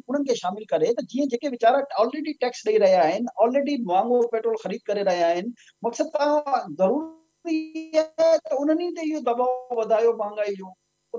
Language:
Sindhi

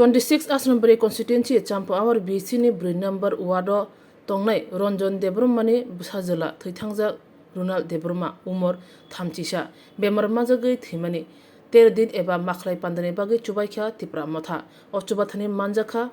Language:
Kok Borok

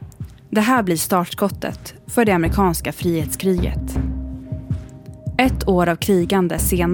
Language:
Swedish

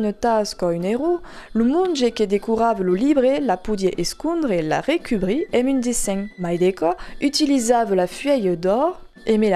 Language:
Occitan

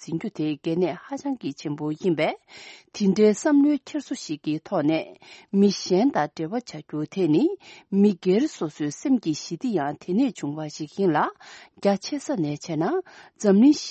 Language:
Tibetan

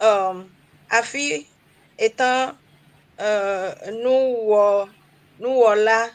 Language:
Ewe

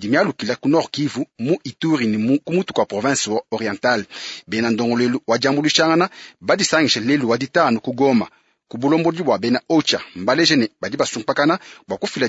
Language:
Luba-Lulua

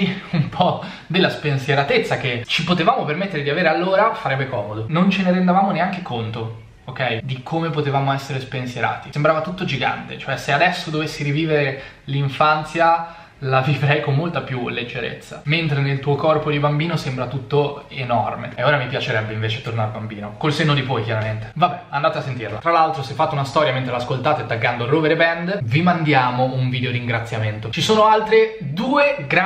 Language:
Italian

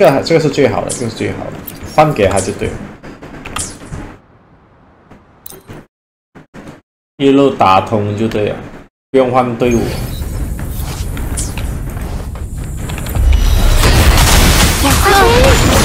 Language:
Chinese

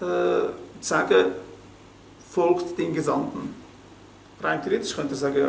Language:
Swiss German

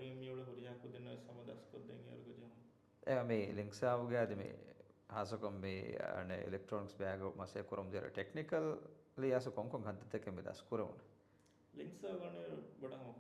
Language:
Divehi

